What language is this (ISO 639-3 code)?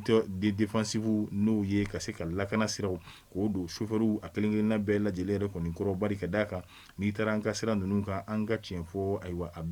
bam